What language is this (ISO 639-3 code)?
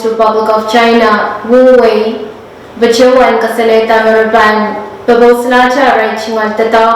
pon